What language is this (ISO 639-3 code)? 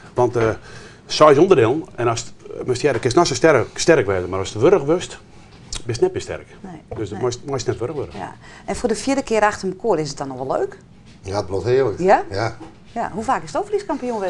fry